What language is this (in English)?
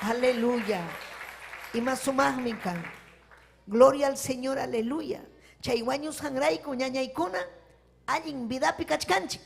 Ayacucho Quechua